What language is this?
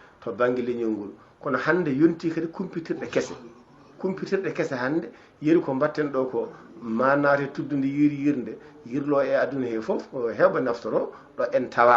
Fula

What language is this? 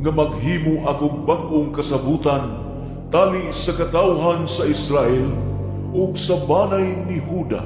Cebuano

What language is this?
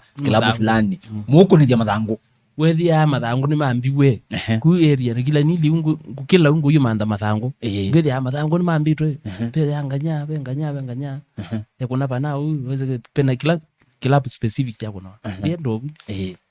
Kamba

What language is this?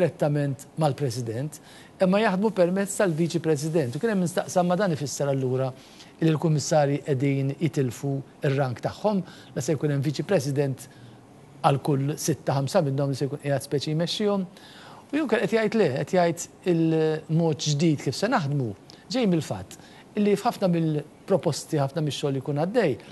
Maltese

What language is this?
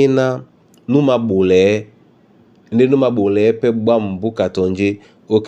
Duala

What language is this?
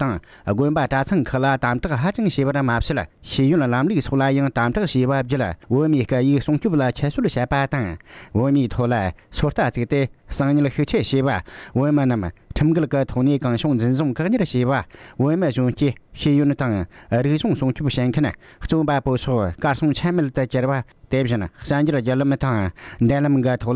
Tibetan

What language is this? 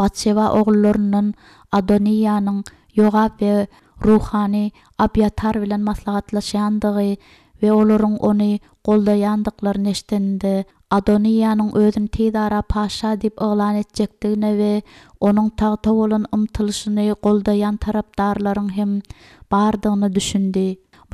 Turkmen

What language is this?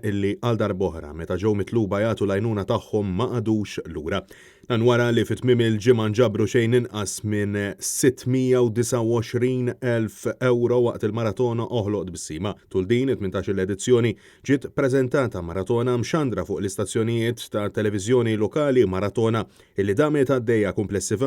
Maltese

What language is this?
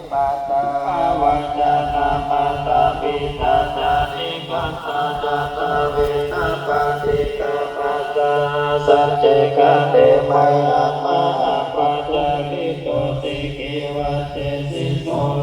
Pali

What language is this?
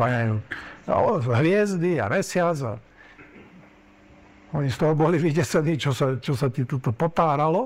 Slovak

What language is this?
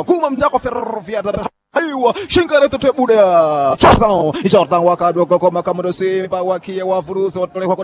Swahili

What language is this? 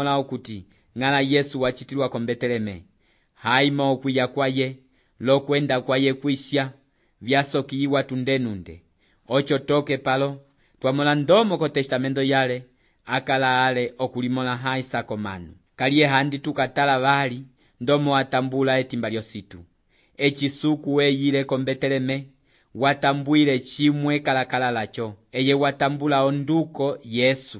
Umbundu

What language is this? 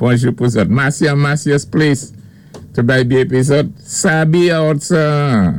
Saint Lucian Creole French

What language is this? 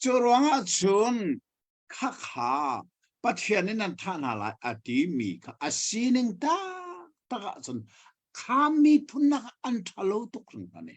Hakha Chin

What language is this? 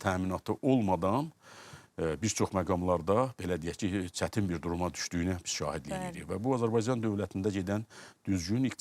Azerbaijani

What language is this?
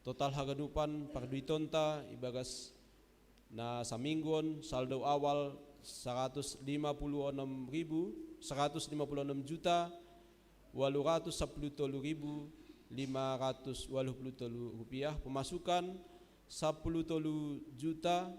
Batak Simalungun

